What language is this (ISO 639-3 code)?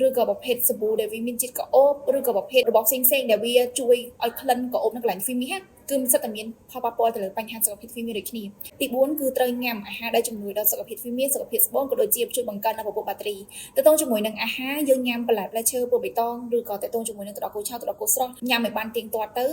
khm